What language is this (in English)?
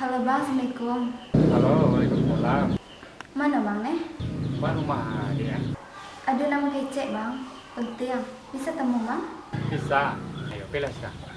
Minangkabau